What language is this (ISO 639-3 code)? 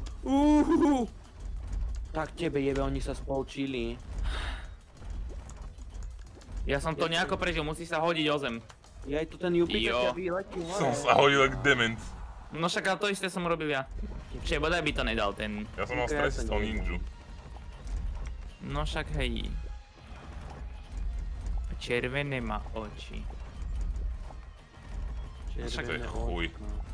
slk